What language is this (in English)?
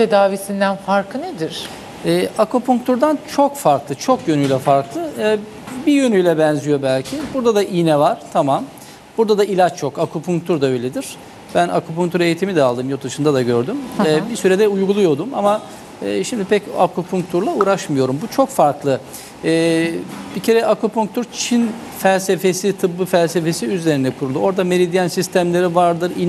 Turkish